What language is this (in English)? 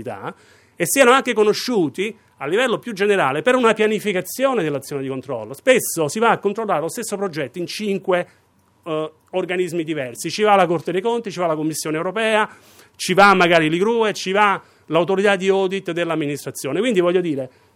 Italian